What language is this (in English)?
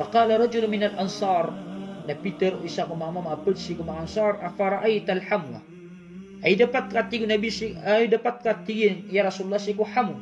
Maranao